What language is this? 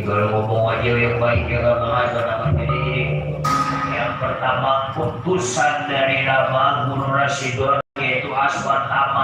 Betawi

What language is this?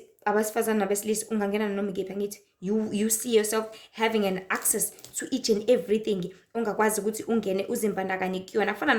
Zulu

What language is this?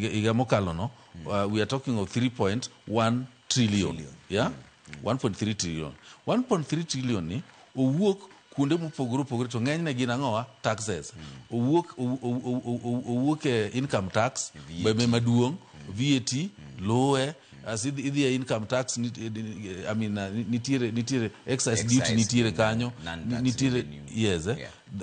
Luo (Kenya and Tanzania)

